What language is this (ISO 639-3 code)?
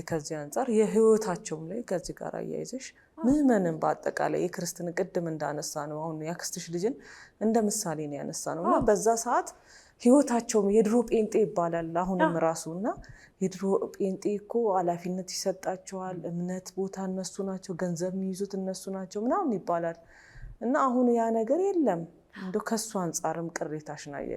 amh